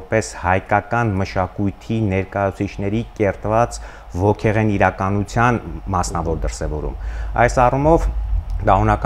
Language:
Armenian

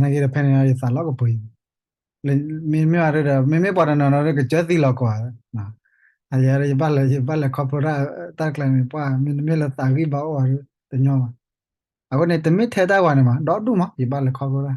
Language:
S'gaw Karen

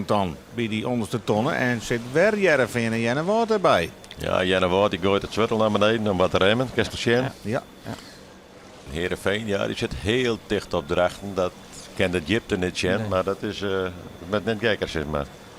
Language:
Western Frisian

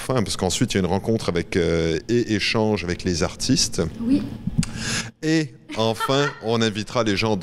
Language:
French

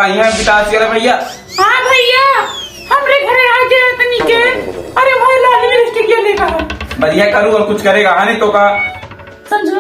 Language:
Awadhi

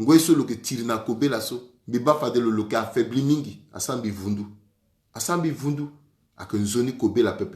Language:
Sango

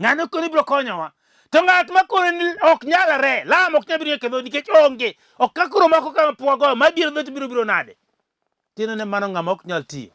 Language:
Luo (Kenya and Tanzania)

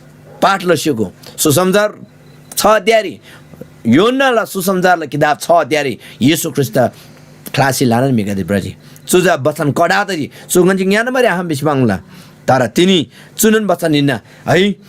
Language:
Eastern Tamang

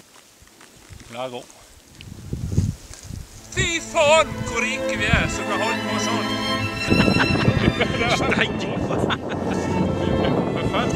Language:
Norwegian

